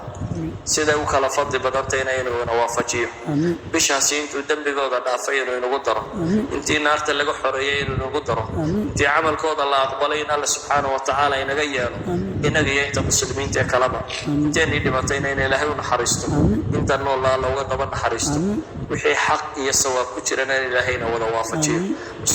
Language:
Somali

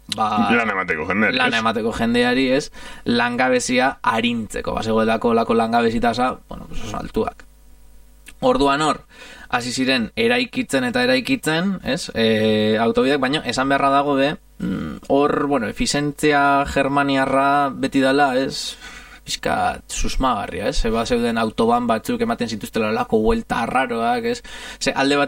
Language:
Basque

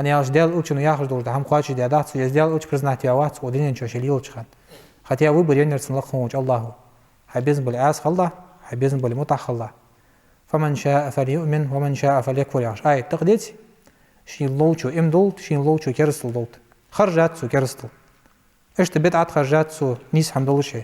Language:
Ingush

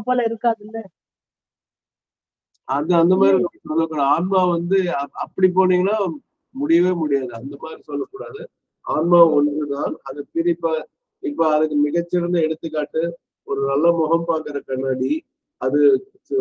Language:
Tamil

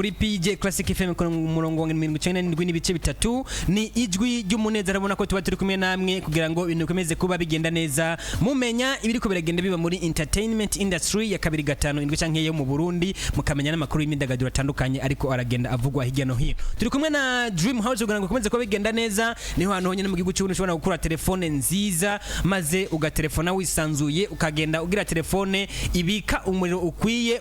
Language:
Rundi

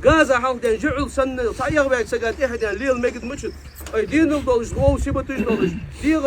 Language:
Ingush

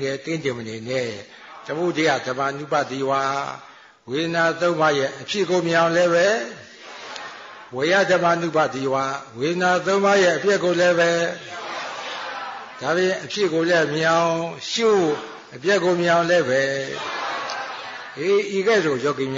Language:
Burmese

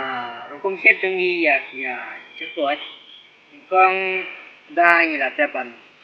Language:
Khasi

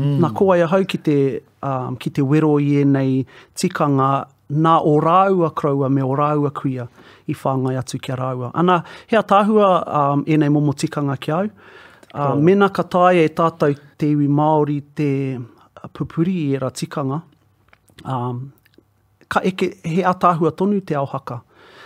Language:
Māori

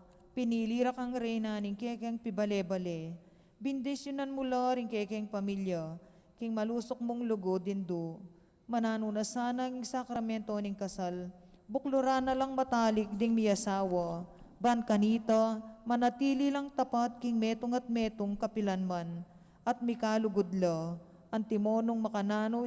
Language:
Pampanga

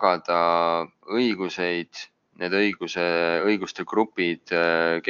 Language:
Estonian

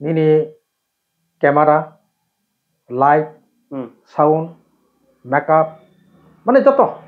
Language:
Kok Borok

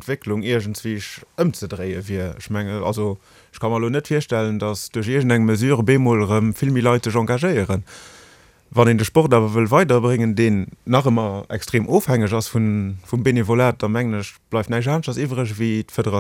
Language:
Luxembourgish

